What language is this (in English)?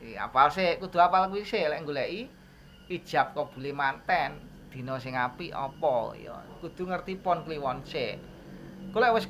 Javanese